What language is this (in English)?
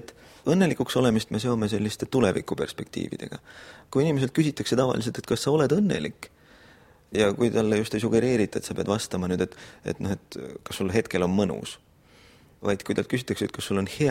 Estonian